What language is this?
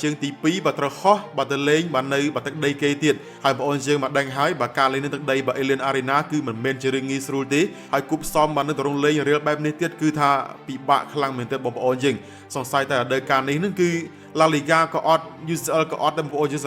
Khmer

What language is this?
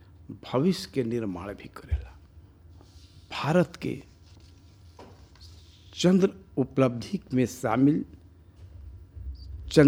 Bhojpuri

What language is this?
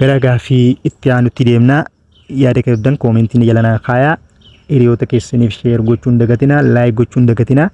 Oromo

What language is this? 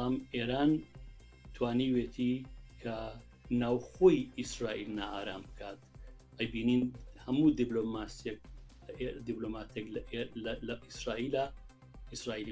Central Kurdish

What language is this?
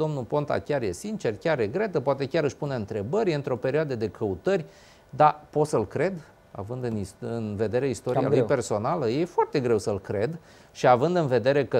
Romanian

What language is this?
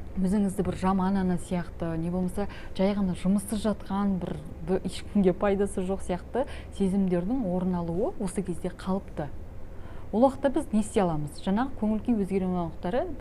Kazakh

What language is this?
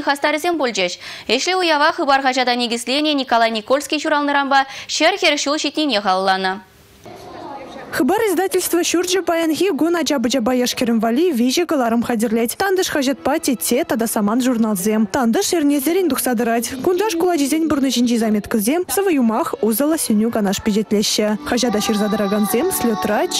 Chuvash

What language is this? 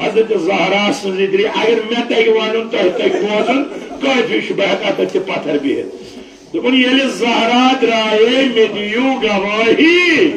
Kashmiri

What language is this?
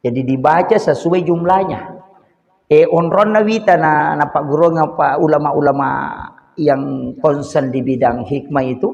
Buginese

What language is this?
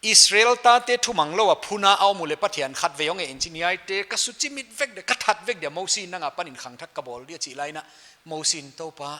Paite Chin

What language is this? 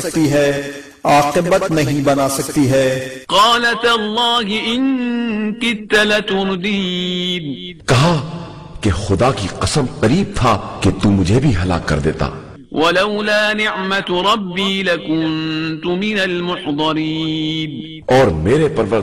Urdu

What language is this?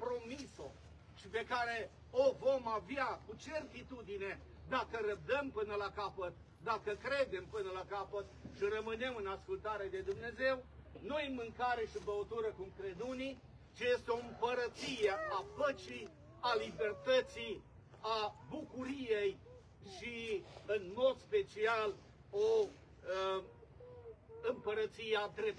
Romanian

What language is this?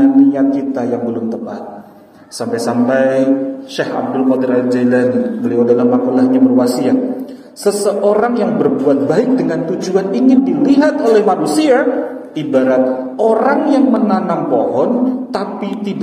Indonesian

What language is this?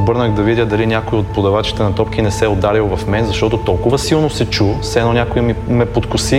Bulgarian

